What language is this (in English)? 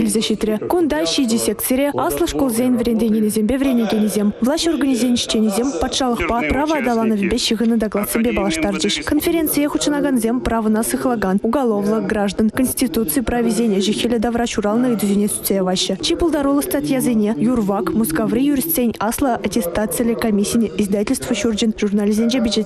Chuvash